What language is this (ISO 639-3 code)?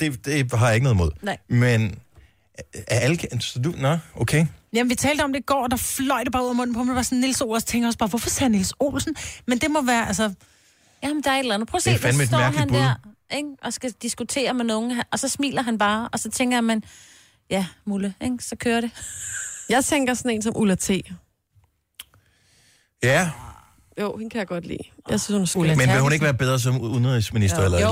dan